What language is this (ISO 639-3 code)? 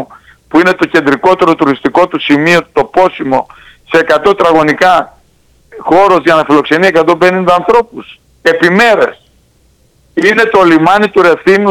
ell